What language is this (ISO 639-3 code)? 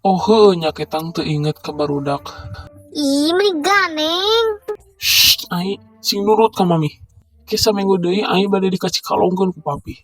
sun